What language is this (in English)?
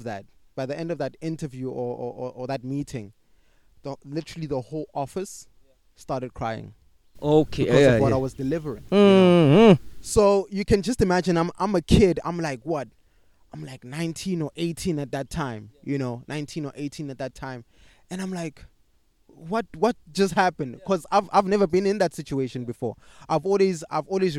English